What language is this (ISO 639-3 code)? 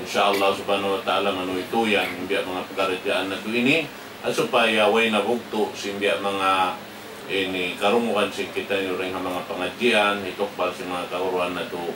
tsg